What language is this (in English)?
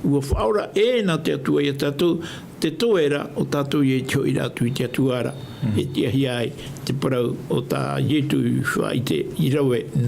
Tahitian